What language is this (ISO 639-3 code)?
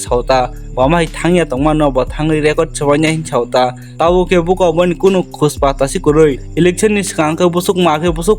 trp